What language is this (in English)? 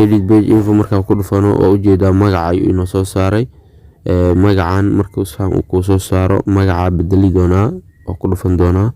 Somali